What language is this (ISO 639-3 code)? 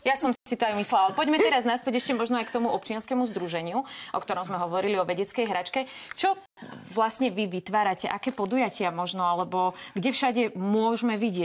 slk